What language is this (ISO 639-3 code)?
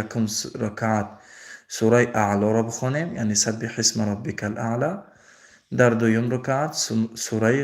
tgk